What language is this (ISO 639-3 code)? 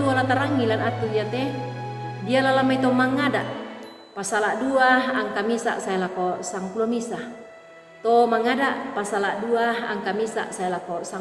sda